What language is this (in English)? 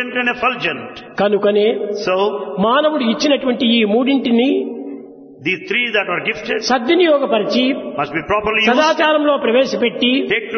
Telugu